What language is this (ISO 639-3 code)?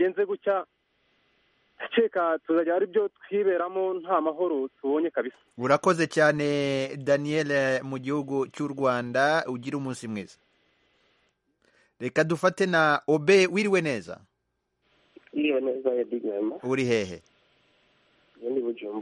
kin